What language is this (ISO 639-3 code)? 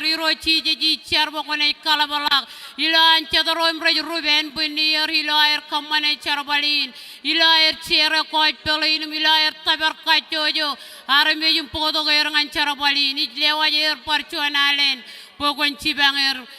mah